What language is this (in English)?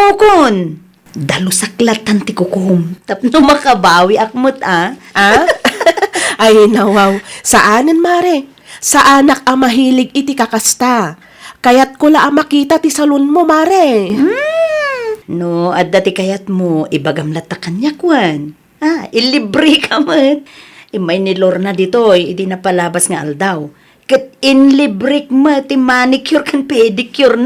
Iloko